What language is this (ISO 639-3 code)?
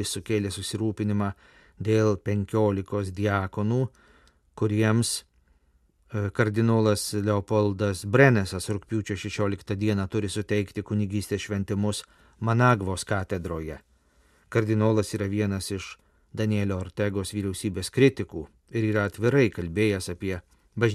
lit